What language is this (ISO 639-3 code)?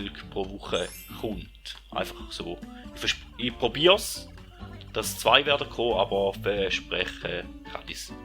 gsw